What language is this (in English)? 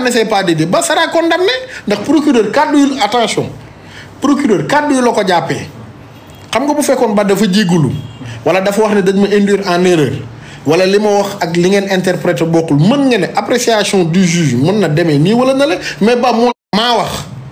Wolof